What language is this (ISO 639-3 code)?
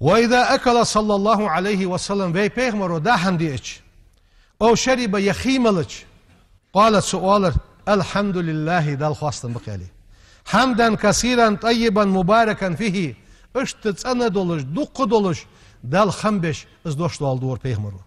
inh